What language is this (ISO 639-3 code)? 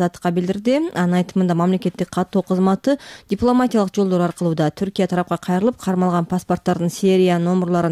kir